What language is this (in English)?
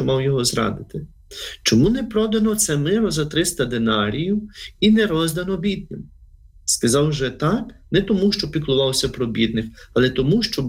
Ukrainian